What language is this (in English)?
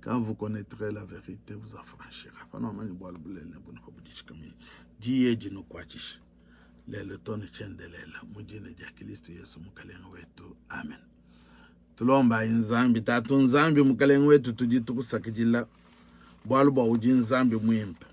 Luba-Lulua